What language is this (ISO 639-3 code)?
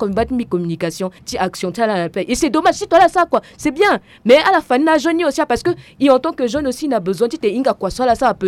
sag